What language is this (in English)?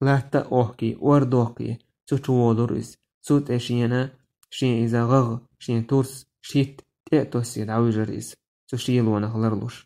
Chechen